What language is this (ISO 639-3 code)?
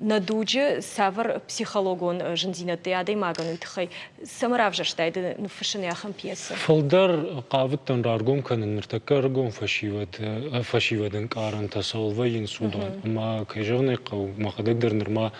oss